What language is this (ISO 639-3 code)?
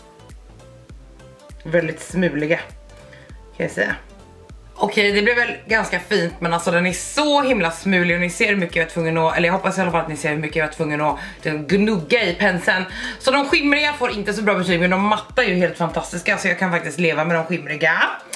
swe